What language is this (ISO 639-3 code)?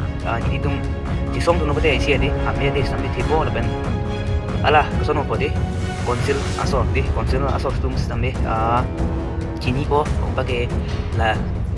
mjw